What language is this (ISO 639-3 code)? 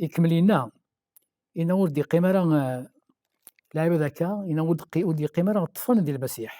kab